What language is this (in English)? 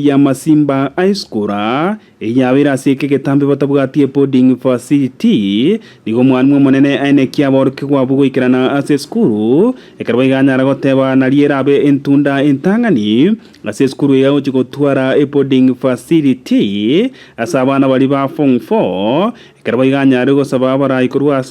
Gusii